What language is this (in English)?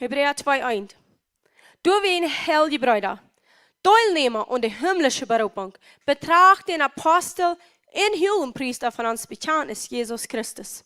Plautdietsch